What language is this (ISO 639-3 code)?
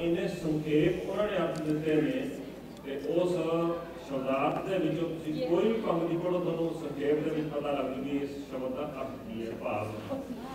pan